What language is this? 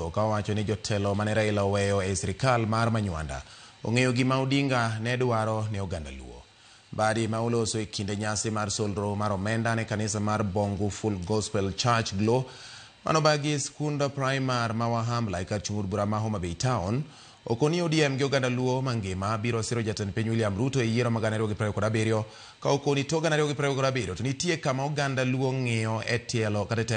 Luo (Kenya and Tanzania)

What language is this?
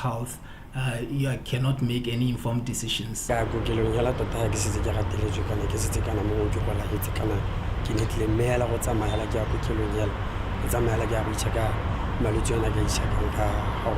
Tswana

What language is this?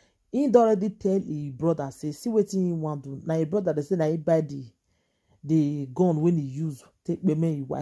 Nigerian Pidgin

